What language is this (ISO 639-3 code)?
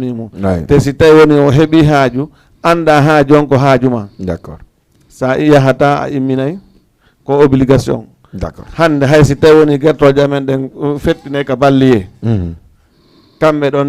ful